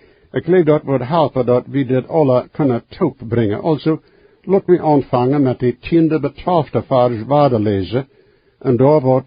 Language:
Plautdietsch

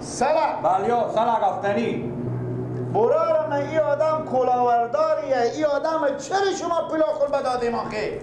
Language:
Persian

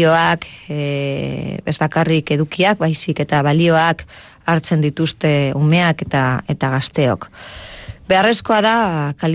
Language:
Basque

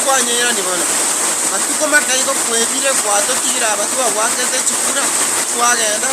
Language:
Gusii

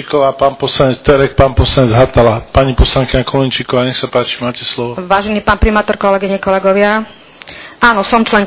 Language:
Slovak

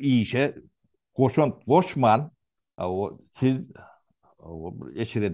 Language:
Turkmen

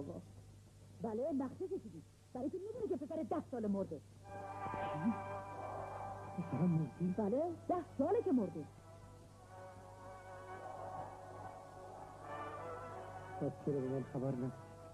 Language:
Persian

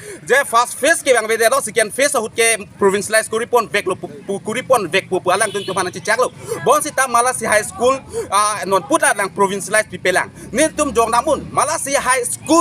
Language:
Karbi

